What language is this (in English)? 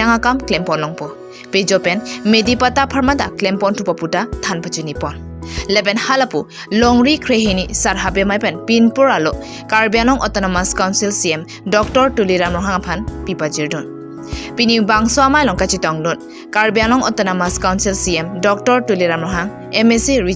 Karbi